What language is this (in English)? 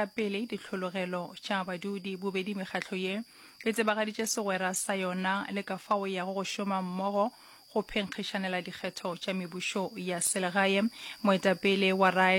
Northern Sotho